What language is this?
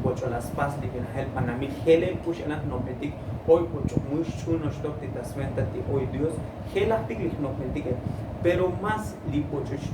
Tzotzil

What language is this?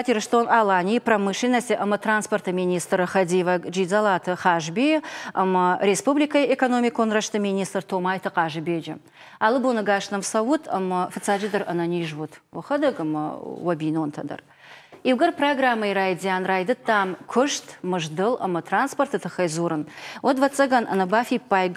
Ossetic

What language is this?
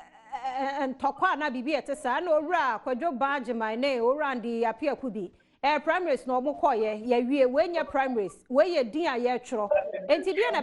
Akan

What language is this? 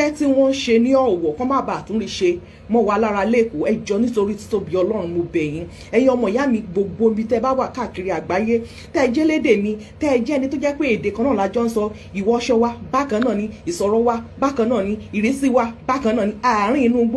Yoruba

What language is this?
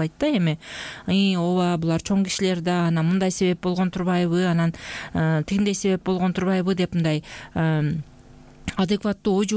Kyrgyz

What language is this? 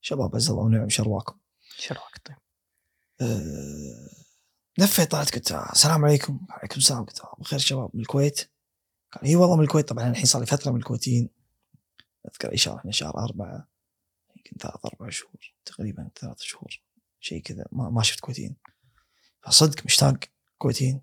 Gulf Arabic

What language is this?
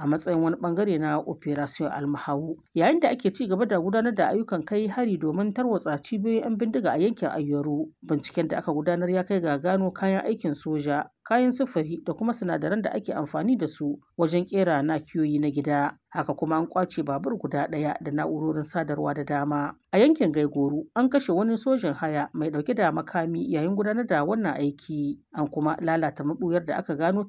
Hausa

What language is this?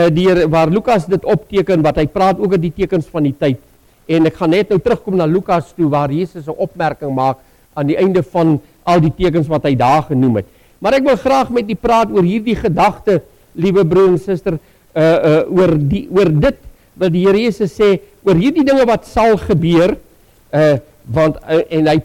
Afrikaans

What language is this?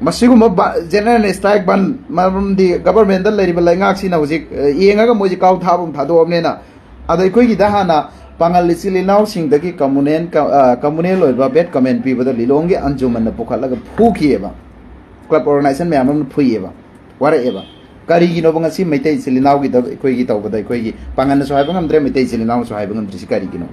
Manipuri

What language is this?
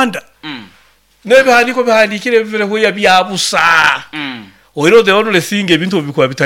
Nyoro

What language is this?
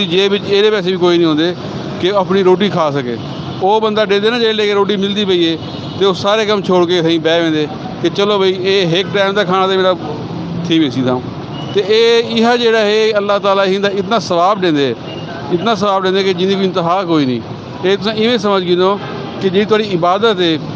Saraiki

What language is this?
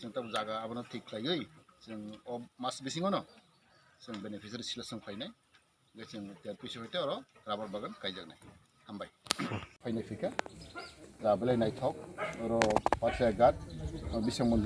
Kok Borok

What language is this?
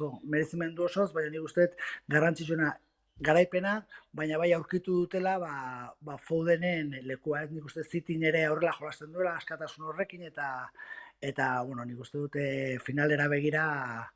Basque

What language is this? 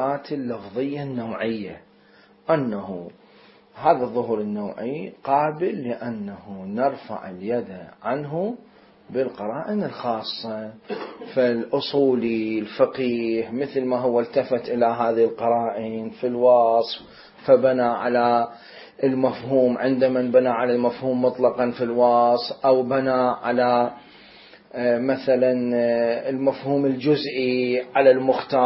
Mesopotamian Arabic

